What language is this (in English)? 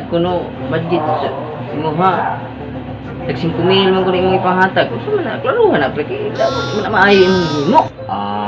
Cebuano